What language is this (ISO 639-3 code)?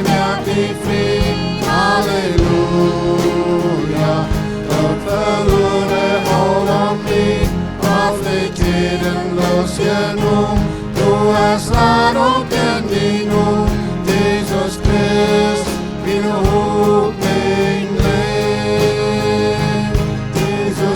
pdt